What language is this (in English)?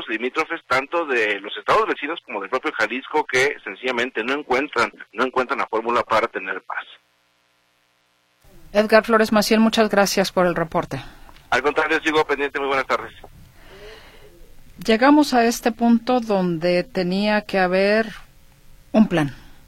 Spanish